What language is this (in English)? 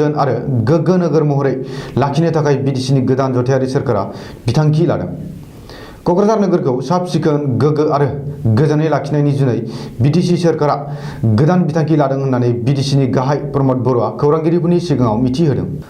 Bodo